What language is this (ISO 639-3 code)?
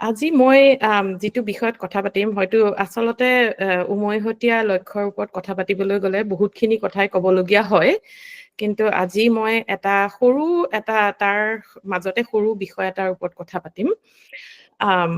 asm